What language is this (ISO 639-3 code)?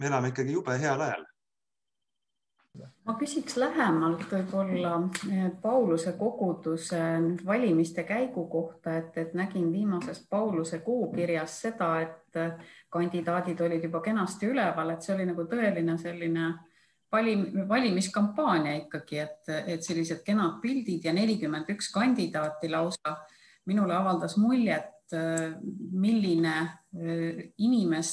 est